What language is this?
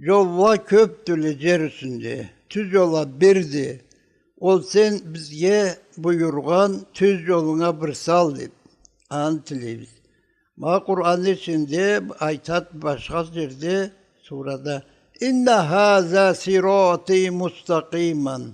Karachay-Balkar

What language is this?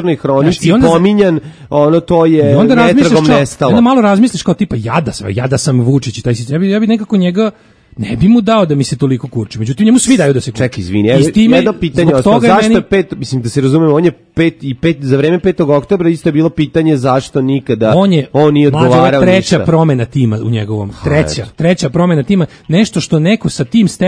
Serbian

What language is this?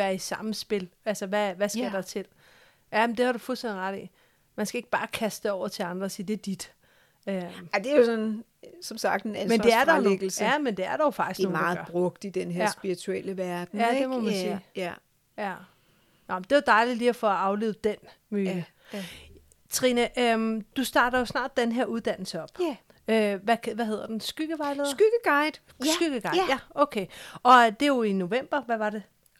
Danish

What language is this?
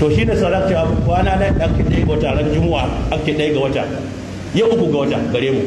Hausa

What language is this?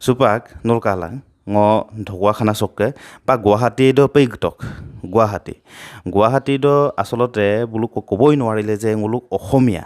Assamese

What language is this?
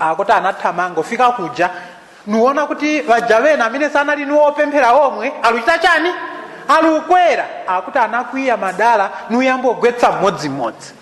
Nyanja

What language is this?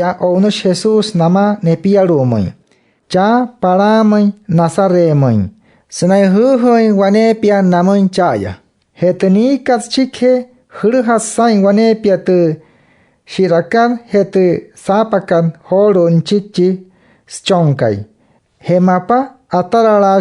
Wayuu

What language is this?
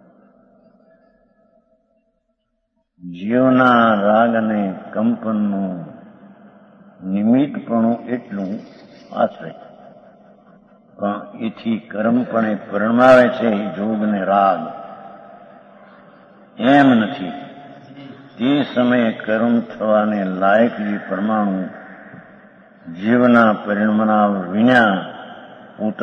Gujarati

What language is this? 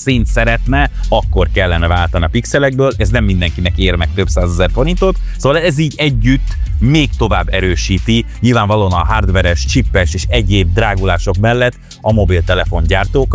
Hungarian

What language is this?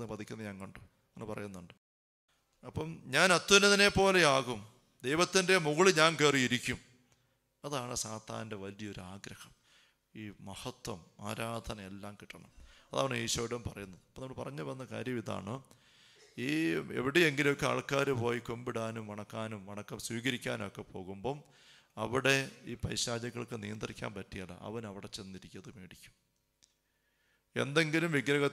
Malayalam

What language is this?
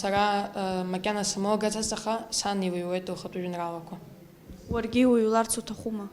Abkhazian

